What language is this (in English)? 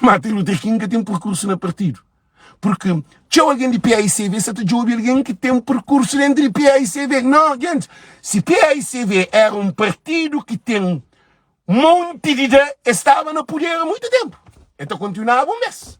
Kabuverdianu